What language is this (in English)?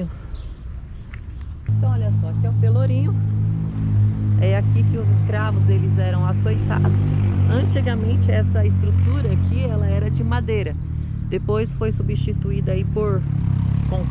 Portuguese